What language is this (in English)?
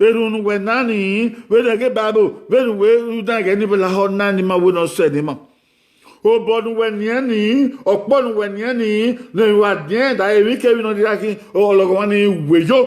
Bini